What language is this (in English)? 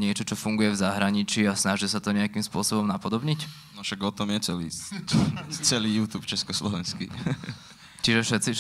Slovak